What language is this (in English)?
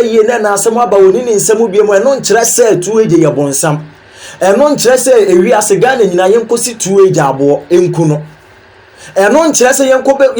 Akan